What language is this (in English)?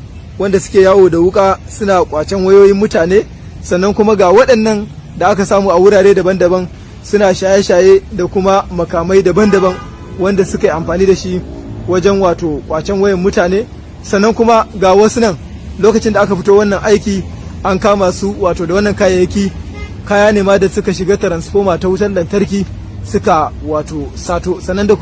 Hausa